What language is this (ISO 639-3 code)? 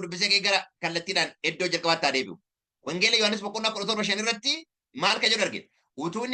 orm